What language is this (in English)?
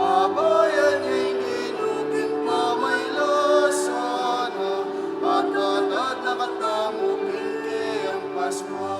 Pampanga